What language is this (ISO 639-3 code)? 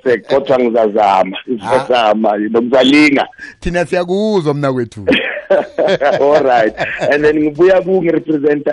nbl